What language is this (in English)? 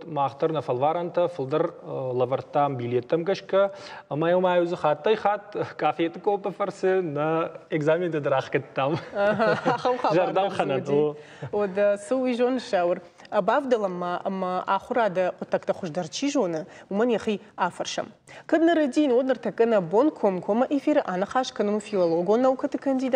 Ossetic